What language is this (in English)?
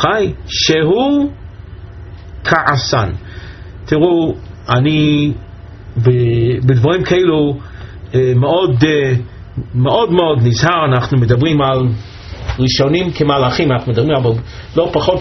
Hebrew